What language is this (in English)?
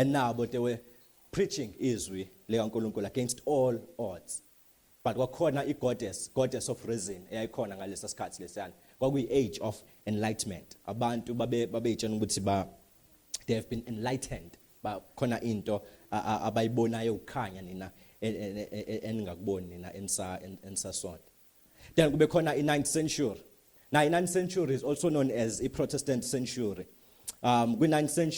Zulu